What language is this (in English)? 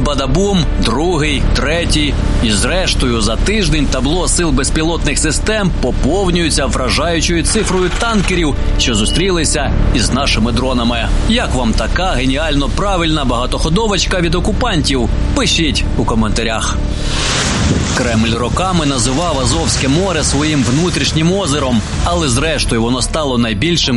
Ukrainian